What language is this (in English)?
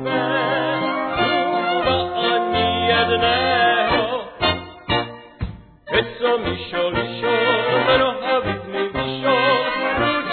Slovak